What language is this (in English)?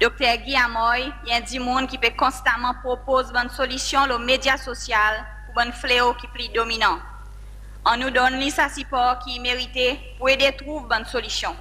Seselwa Creole French